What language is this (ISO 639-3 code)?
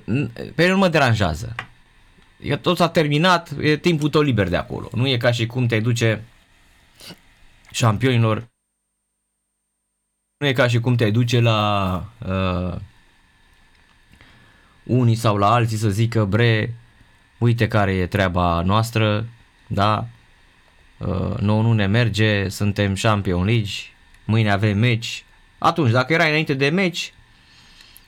ron